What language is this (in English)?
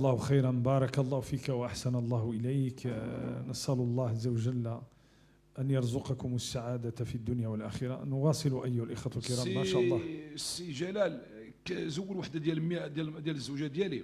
Moroccan Arabic